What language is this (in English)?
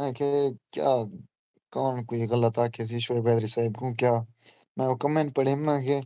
Saraiki